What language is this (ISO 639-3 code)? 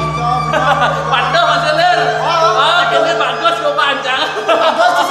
ban